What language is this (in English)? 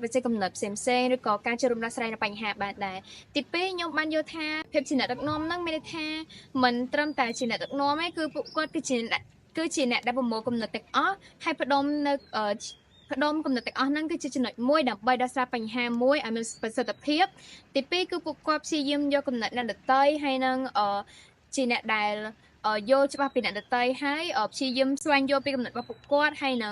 Khmer